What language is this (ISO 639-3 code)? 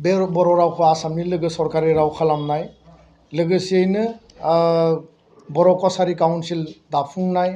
brx